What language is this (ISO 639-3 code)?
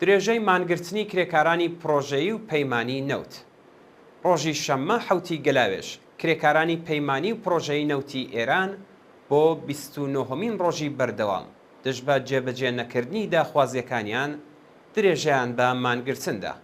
ckb